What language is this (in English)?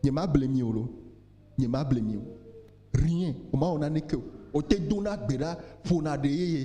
Ewe